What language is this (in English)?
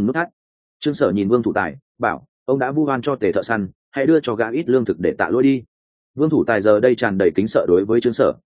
Vietnamese